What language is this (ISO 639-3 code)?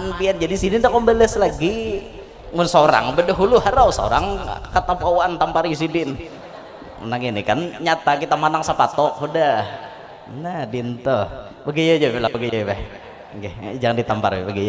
bjn